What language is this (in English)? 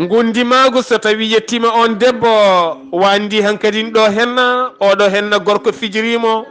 Fula